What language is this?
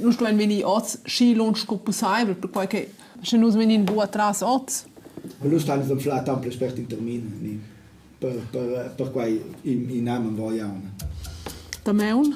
Romansh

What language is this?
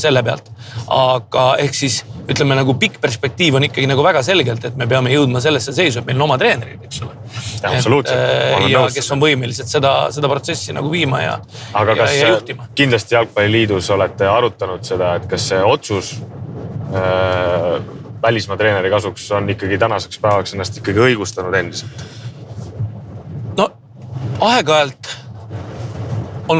Estonian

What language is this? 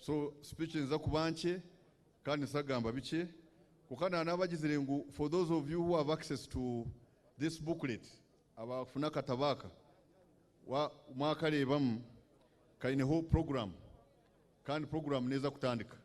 Nyankole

